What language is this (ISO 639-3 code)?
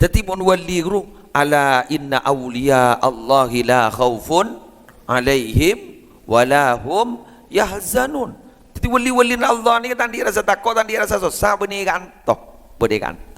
mad